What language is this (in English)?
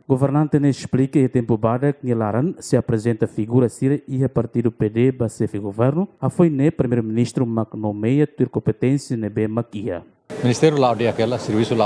Tetum